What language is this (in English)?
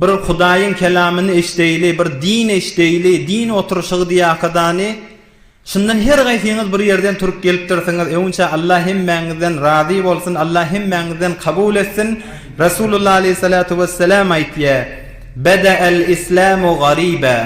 Turkmen